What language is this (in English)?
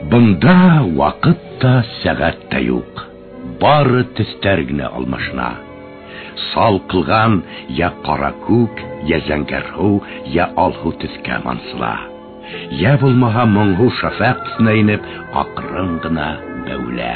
Bashkir